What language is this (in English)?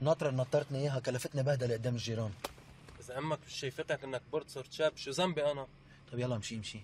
North Levantine Arabic